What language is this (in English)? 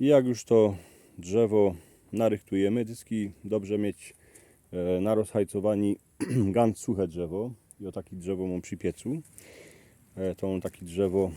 Silesian